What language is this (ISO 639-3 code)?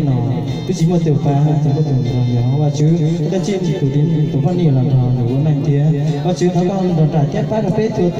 hmn